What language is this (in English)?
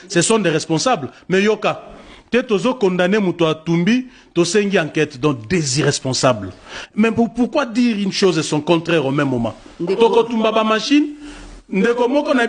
Lingala